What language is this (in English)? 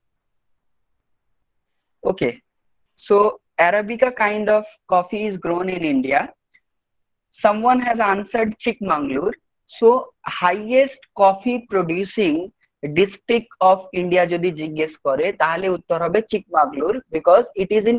Bangla